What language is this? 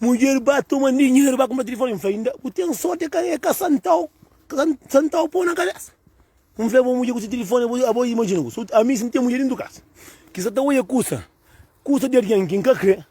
Kabuverdianu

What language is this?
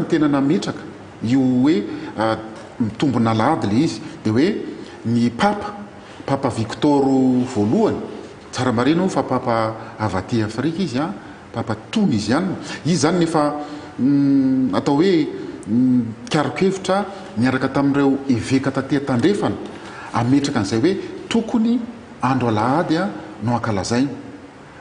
Malagasy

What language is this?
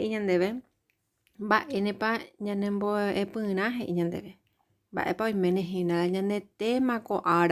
Guarani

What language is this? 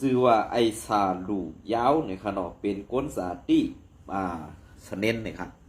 Shan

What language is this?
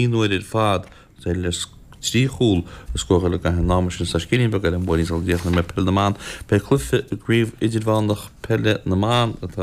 Irish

